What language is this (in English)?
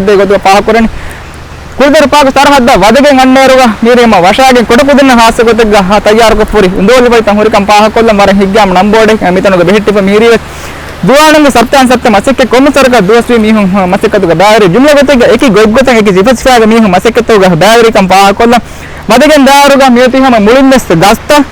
Divehi